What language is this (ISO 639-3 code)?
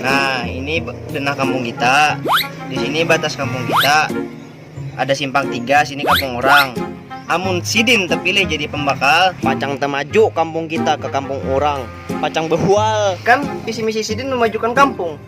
bjn